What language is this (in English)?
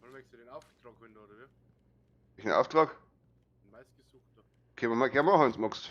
Bavarian